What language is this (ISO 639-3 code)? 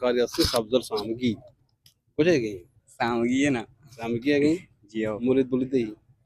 bgp